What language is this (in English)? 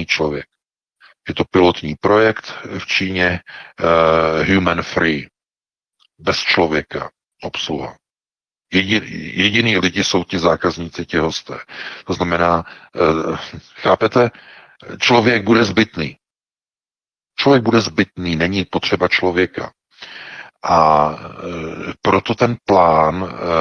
Czech